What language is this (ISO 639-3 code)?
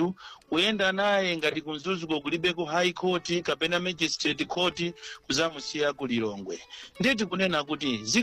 nya